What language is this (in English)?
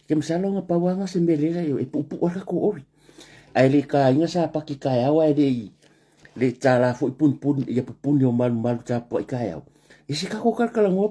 Samoan